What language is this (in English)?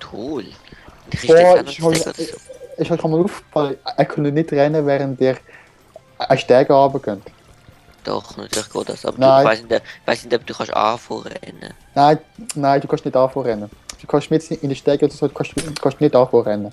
Swiss German